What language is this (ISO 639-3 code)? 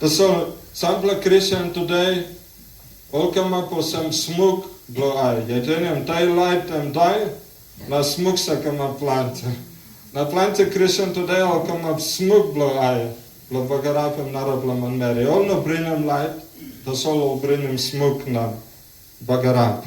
tpi